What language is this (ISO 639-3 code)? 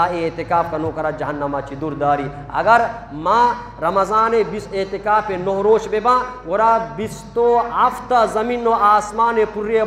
bgp